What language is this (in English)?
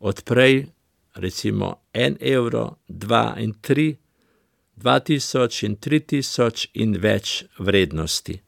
Slovenian